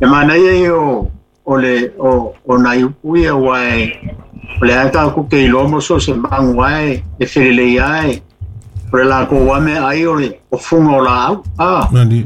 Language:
Samoan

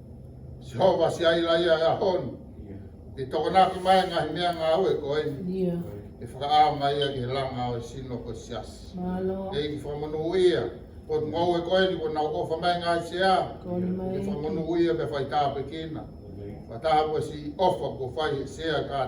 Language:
Tongan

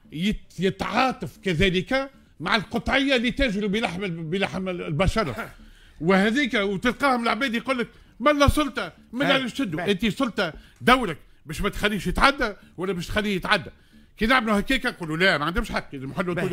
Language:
Tunisian Arabic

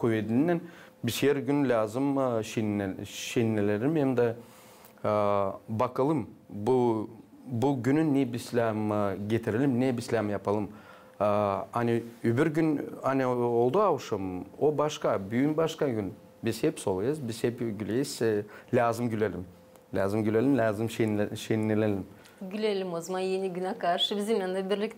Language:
Gagauz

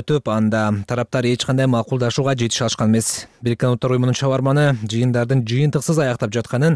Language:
Kyrgyz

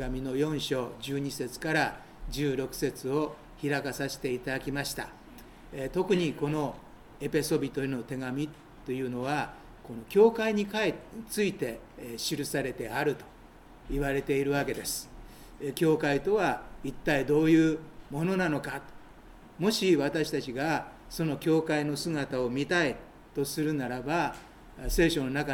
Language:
Japanese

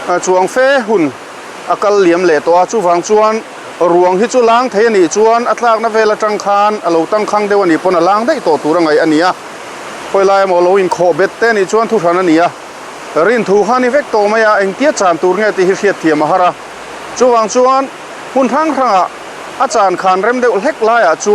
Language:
Mizo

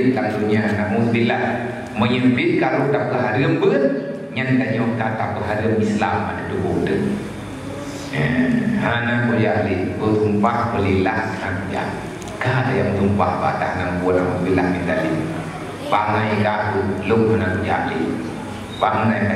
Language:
Achinese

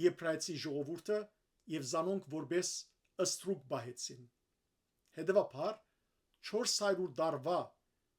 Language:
Western Armenian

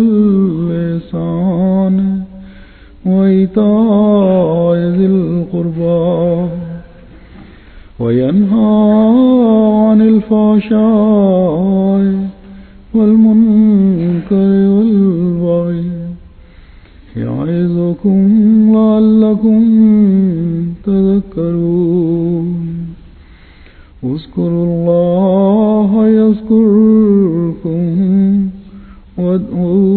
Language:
Urdu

